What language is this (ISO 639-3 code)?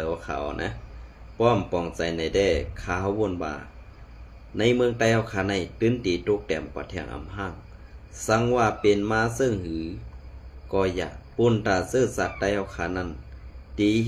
shn